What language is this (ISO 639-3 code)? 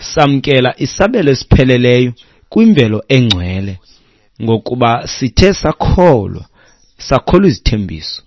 xho